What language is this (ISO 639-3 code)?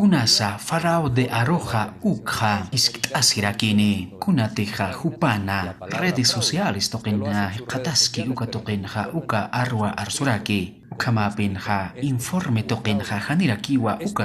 aym